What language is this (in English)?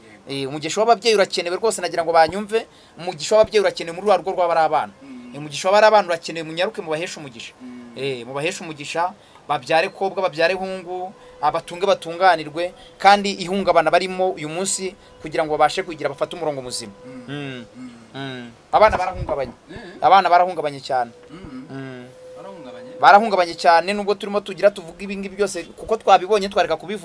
Kinyarwanda